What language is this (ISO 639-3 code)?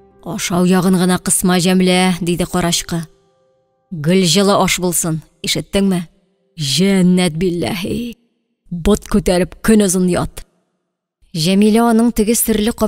tat